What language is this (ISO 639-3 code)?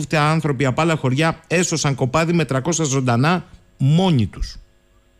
ell